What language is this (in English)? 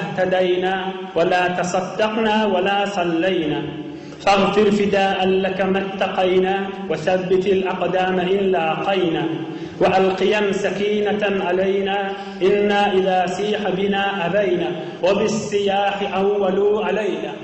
Turkmen